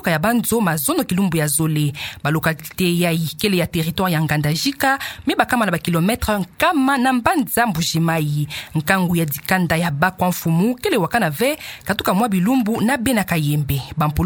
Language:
Kituba (Democratic Republic of Congo)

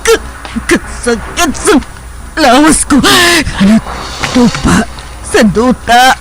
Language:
Hiligaynon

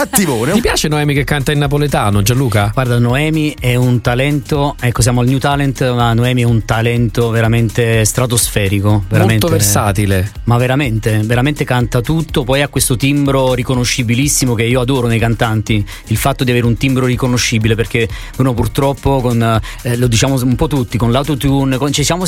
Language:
Italian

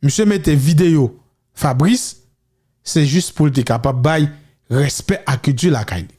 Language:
Haitian Creole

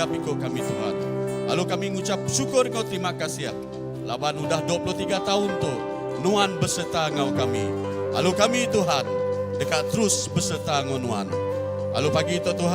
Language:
Iban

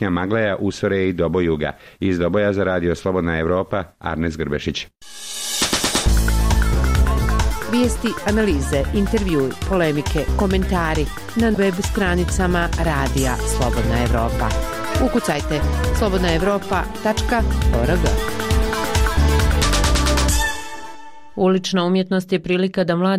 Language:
Bosnian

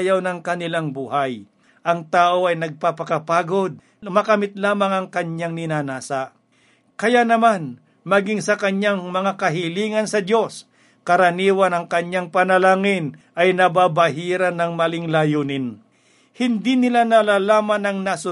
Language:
Filipino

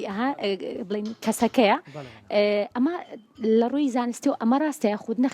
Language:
Central Kurdish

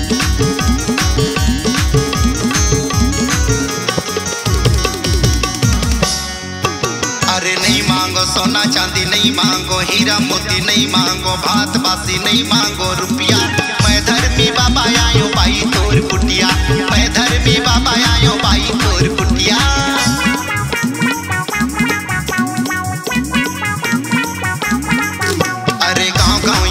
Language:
Chhattisgarhi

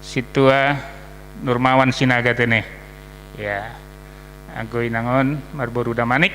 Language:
Batak Simalungun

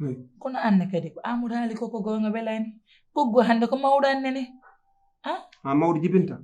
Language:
Fula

